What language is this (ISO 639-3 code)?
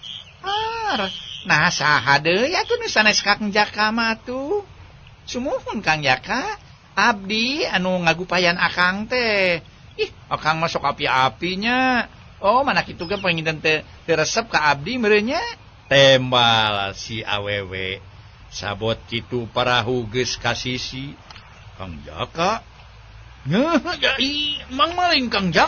sun